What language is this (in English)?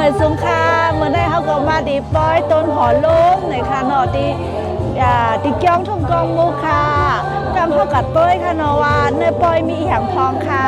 Shan